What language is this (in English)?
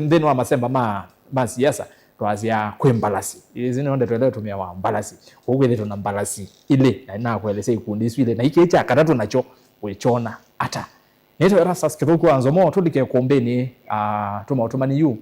Kamba